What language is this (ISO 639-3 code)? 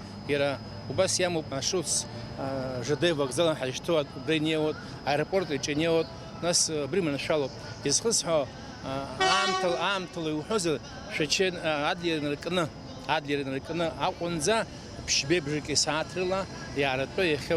abk